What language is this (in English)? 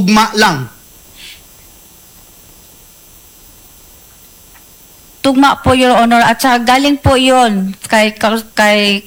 Filipino